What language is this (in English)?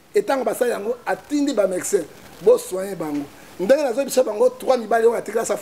Lingala